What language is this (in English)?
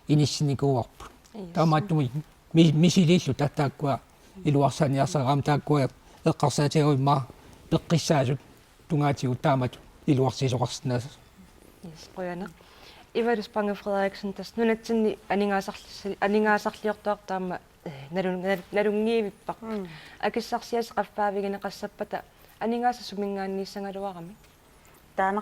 Kalaallisut